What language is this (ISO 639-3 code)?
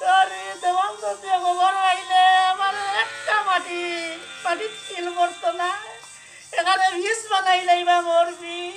syl